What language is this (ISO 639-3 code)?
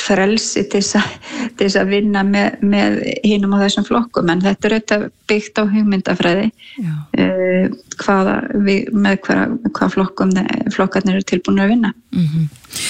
isl